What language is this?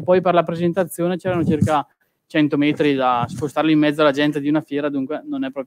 Italian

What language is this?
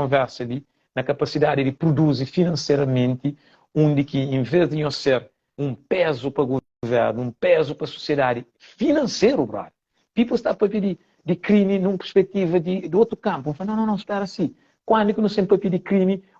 Kabuverdianu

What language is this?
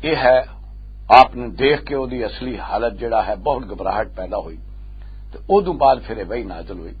Western Panjabi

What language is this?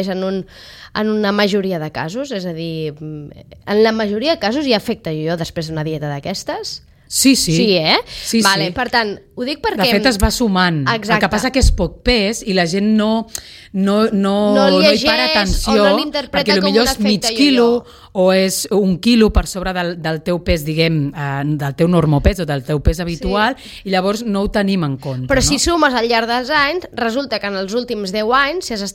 Catalan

